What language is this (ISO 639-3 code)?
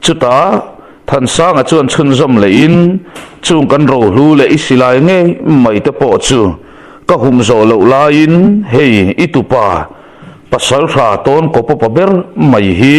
lus